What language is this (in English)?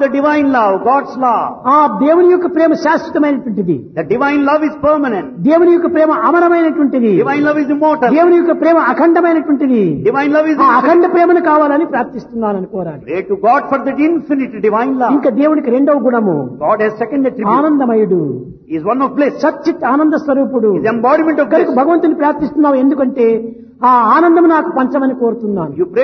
Telugu